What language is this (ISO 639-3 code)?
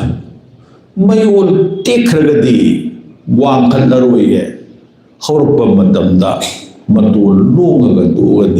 mni